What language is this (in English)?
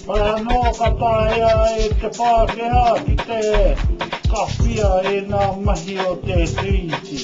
Māori